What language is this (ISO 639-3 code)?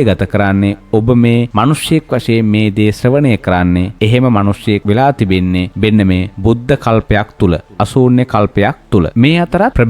sin